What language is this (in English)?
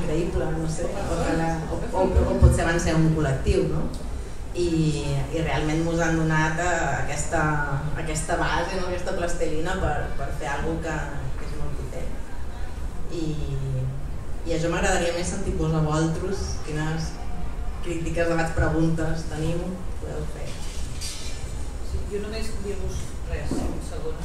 Catalan